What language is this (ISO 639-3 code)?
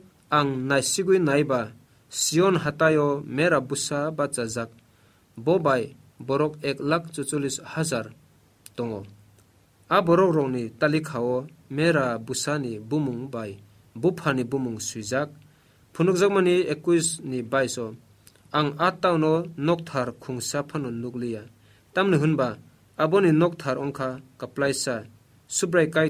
trp